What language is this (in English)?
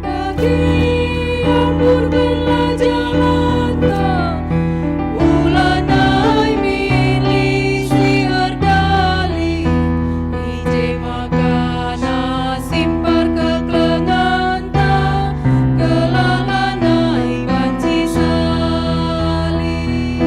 Batak Karo